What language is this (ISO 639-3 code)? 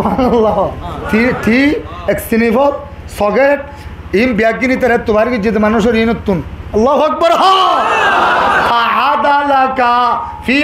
rhg